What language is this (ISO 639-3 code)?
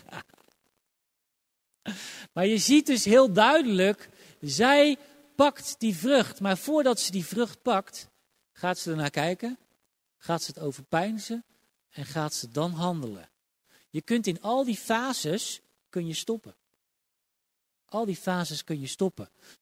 nld